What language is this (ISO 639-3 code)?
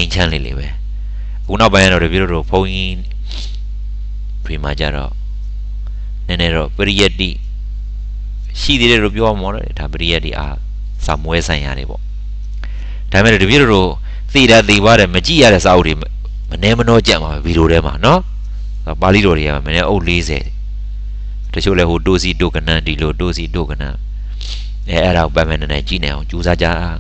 mya